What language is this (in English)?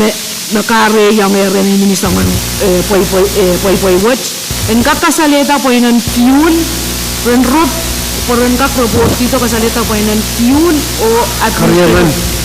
Pohnpeian